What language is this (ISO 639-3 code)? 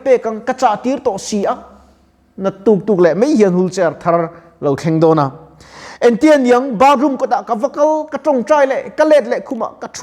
lus